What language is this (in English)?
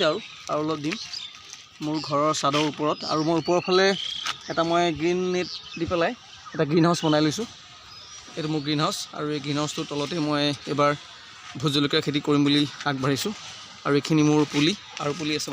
Assamese